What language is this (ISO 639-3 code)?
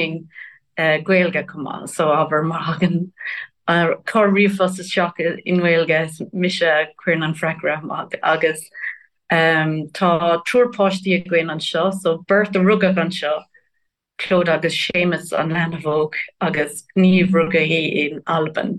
gle